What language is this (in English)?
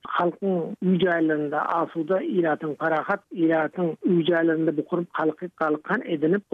Turkmen